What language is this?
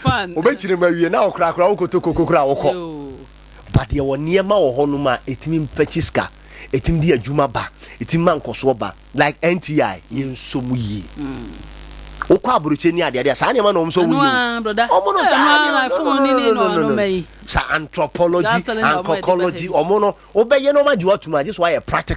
Akan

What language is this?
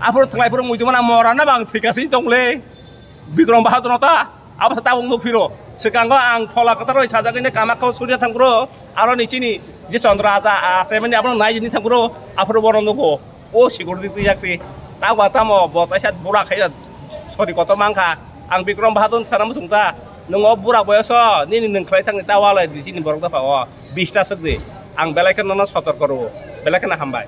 Kok Borok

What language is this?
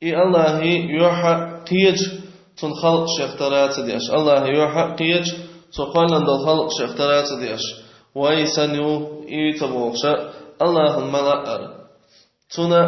Chechen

